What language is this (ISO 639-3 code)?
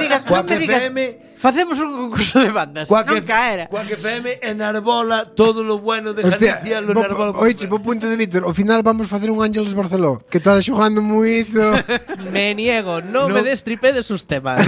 glg